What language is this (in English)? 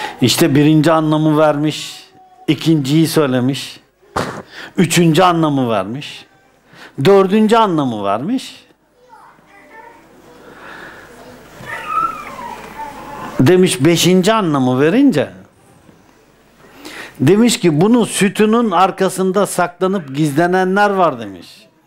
Turkish